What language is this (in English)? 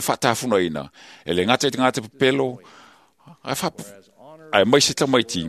Samoan